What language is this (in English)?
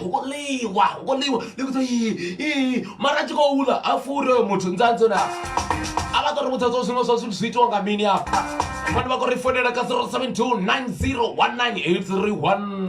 Venda